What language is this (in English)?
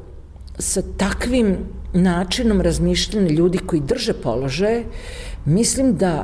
Serbian